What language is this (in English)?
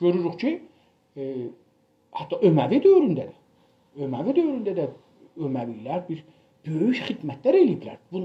South Azerbaijani